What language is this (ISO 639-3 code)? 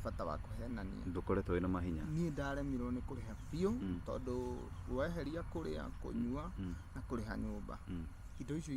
kik